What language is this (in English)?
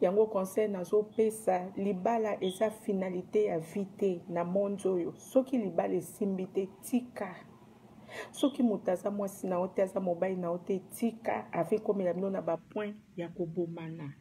Lingala